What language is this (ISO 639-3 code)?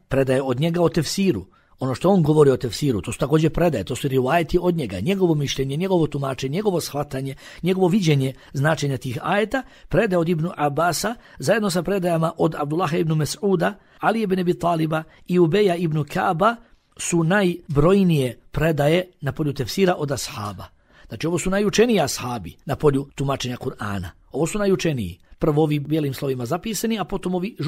bos